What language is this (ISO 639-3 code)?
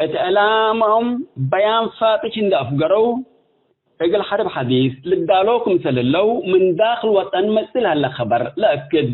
tig